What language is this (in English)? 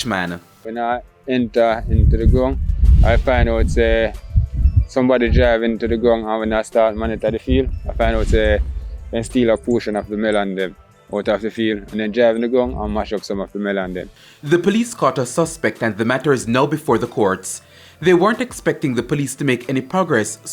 Jamaican Creole English